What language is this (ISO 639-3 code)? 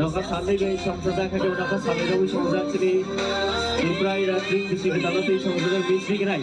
ria